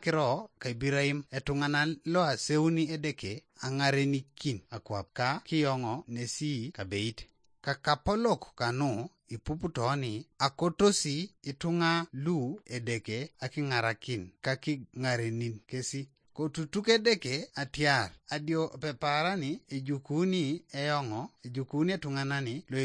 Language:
Teso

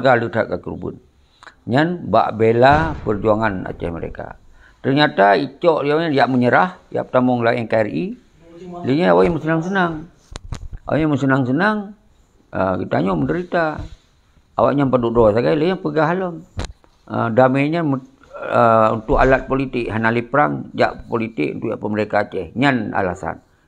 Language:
Achinese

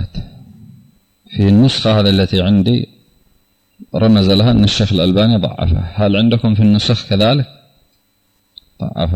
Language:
Arabic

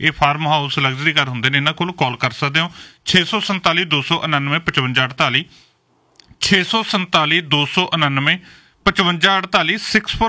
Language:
Punjabi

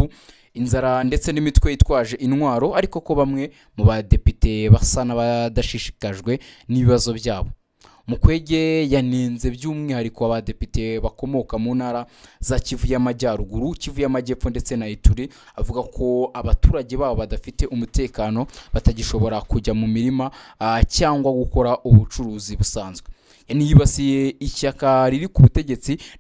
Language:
Kinyarwanda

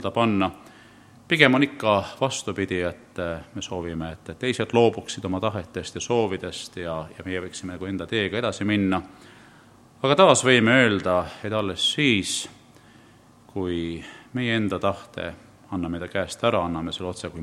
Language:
Estonian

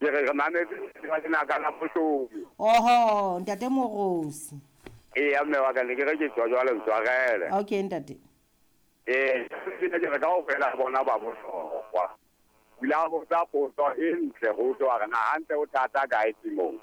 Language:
Southern Sotho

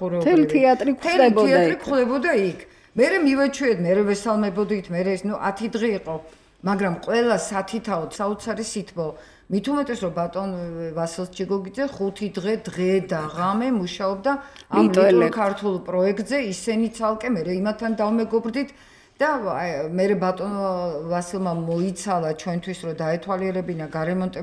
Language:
Georgian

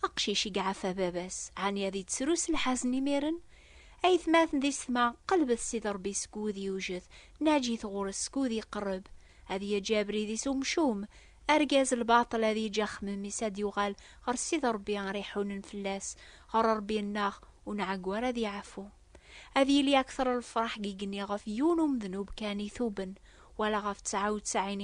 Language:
Kabyle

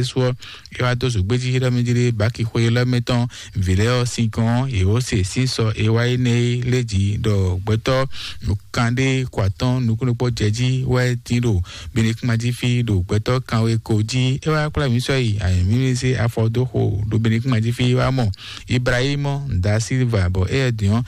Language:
Fon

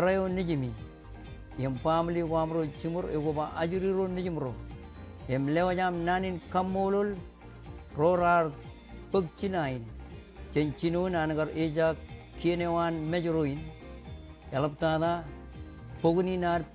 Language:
Marshallese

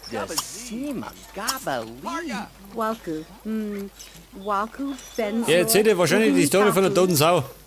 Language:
Bavarian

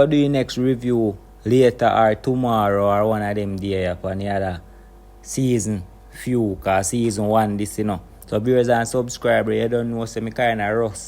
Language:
Jamaican Creole English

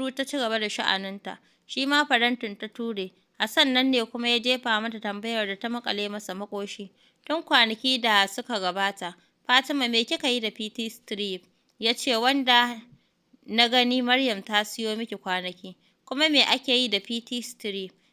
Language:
Hausa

